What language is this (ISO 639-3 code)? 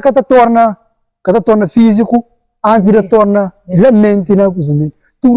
kea